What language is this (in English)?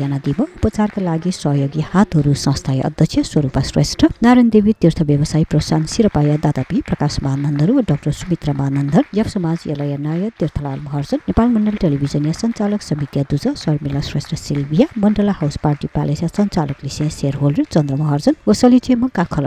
Newari